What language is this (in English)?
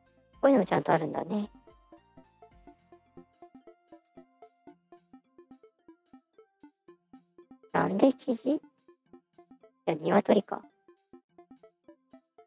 Japanese